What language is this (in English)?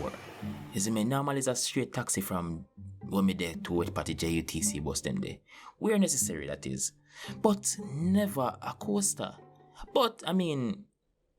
Jamaican Creole English